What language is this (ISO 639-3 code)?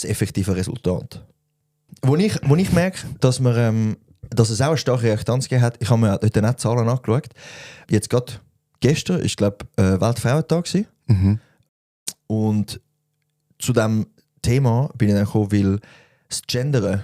gsw